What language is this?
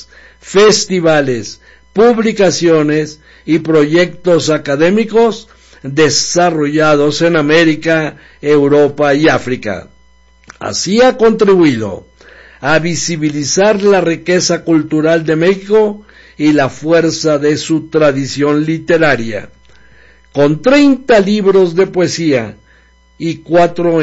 Spanish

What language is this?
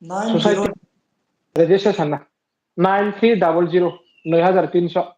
Riang (India)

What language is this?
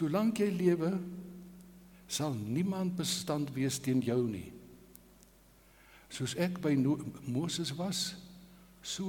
Afrikaans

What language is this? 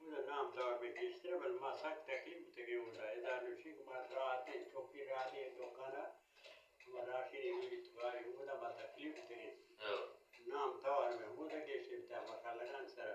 Baluchi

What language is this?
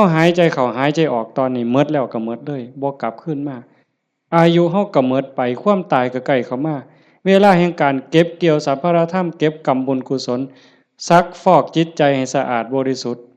Lao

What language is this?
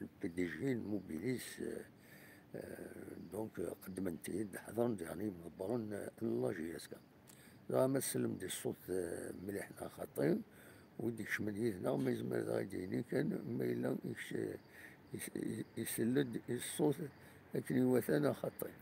Kabyle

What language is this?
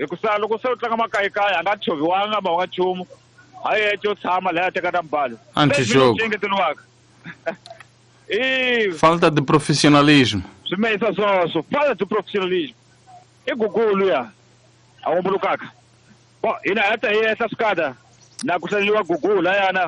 Tsonga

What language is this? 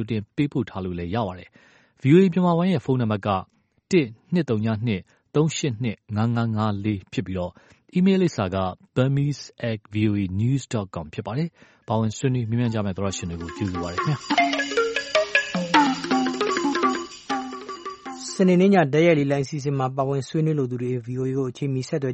Burmese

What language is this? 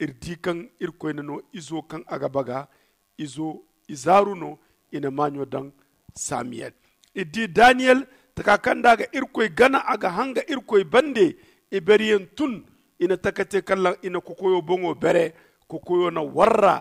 Zarma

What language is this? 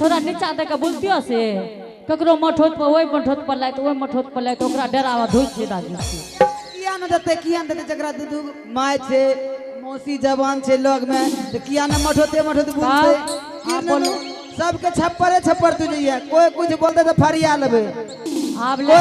Angika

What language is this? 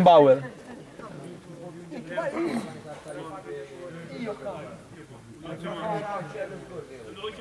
Italian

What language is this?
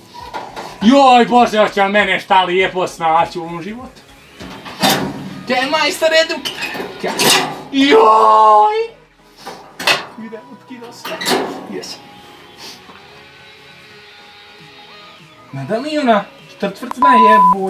Croatian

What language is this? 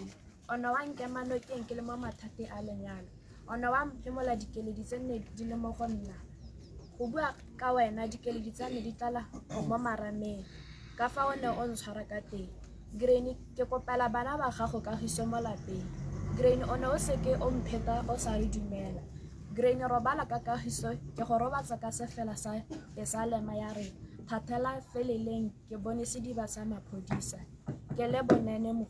Tswana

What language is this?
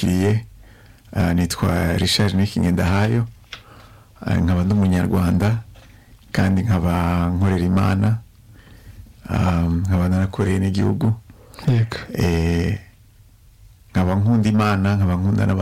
Kinyarwanda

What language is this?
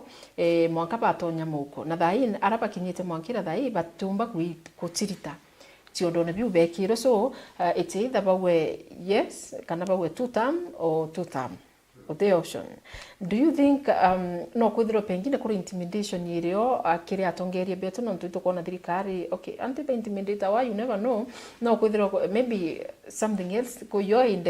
Meru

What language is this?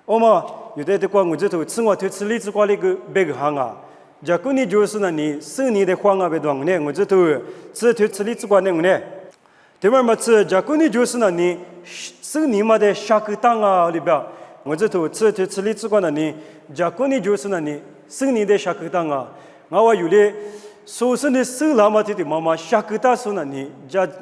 Lisu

